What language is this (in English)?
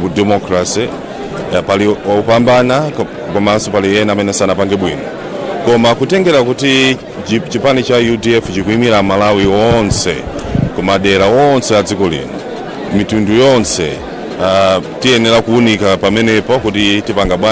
Nyanja